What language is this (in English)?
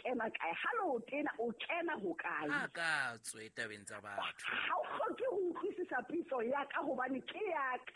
Southern Sotho